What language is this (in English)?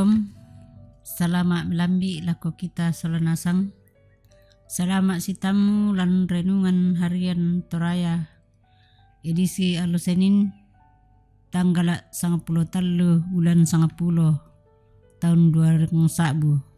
Toraja-Sa'dan